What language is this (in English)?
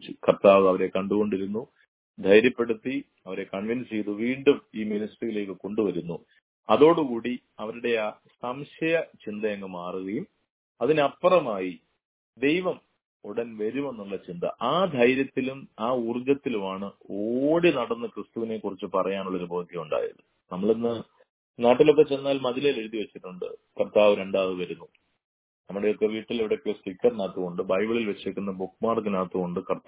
Malayalam